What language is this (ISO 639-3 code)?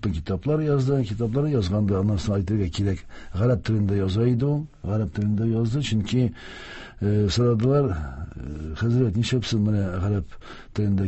tat